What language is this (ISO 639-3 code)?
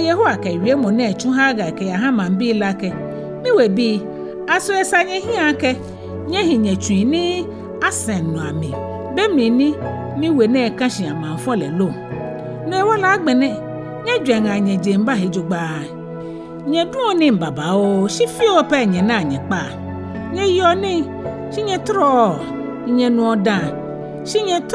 gaa